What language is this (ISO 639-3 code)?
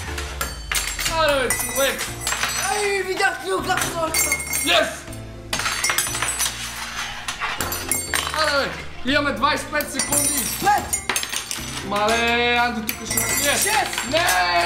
bul